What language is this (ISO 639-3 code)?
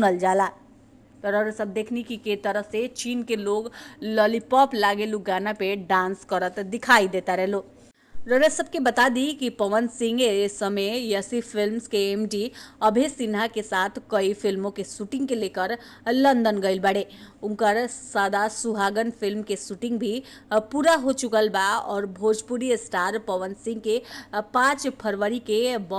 bho